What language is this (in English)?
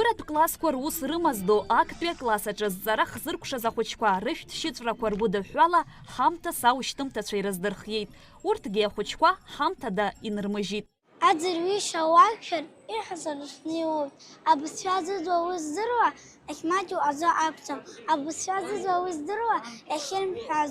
Abkhazian